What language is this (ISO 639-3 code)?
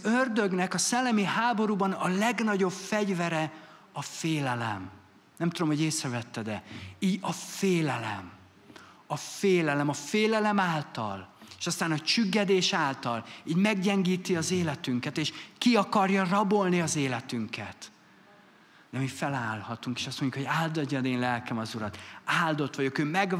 hun